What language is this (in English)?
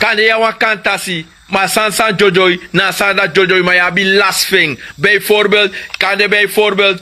Sranan Tongo